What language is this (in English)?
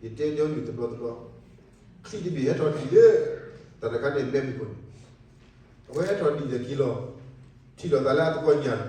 S'gaw Karen